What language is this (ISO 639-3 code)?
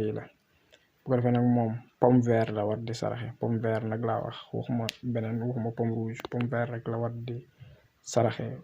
wol